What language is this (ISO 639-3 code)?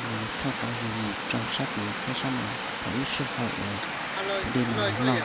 hmn